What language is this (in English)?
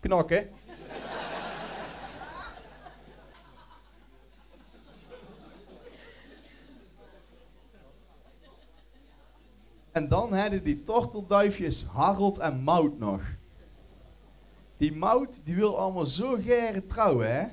Dutch